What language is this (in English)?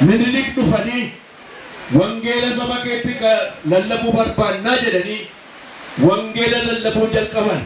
Oromo